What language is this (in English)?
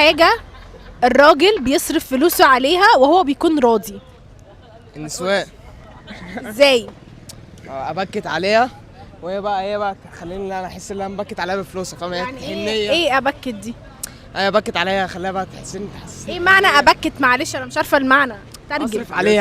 Egyptian Arabic